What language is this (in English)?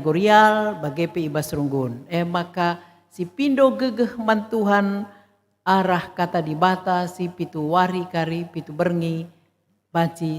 Batak Karo